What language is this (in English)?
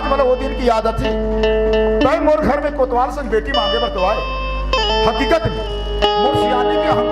Chhattisgarhi